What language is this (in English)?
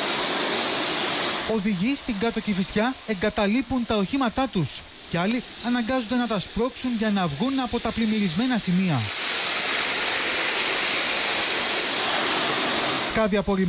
Greek